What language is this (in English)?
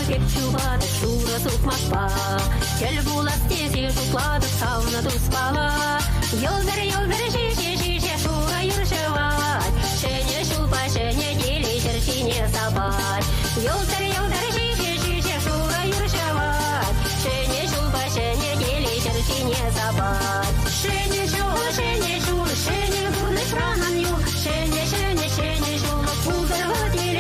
Chuvash